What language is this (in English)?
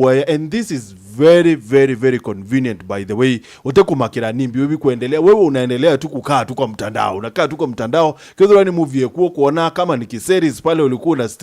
Meru